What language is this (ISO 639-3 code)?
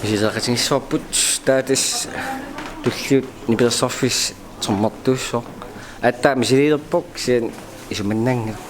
kal